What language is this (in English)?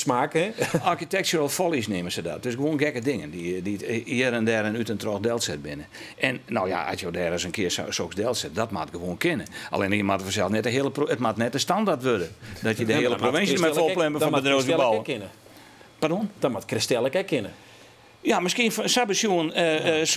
Western Frisian